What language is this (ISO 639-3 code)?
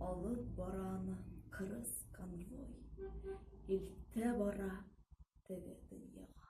tat